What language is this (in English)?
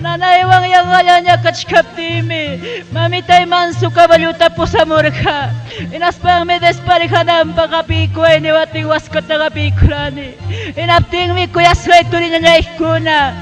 Ayacucho Quechua